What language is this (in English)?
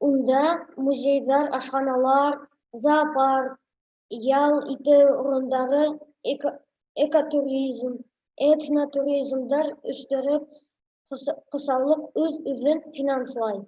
Bashkir